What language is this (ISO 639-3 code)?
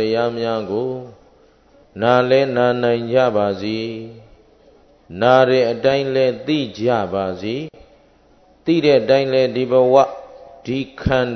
mya